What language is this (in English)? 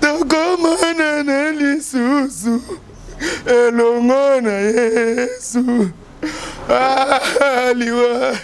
Lingala